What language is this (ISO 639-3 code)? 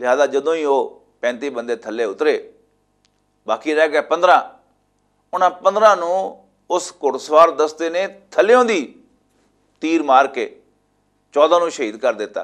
lah